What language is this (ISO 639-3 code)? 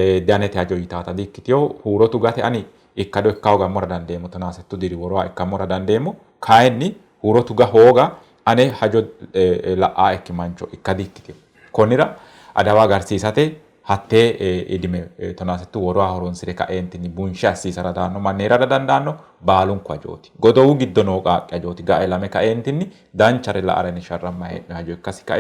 sid